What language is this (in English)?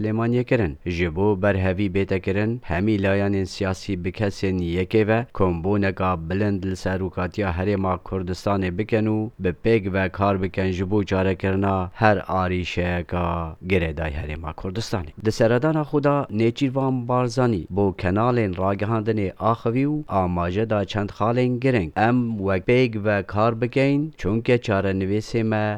Kurdish